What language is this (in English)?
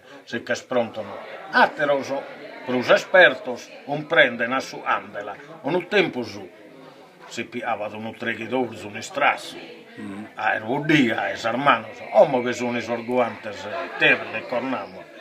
Sardinian